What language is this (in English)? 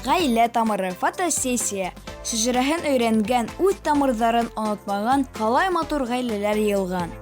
Bashkir